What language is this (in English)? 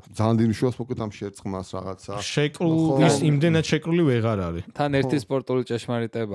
Georgian